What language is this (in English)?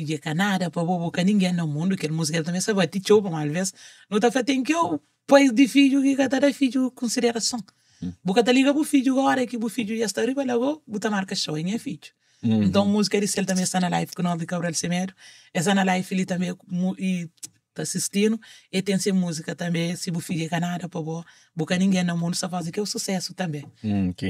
Kabuverdianu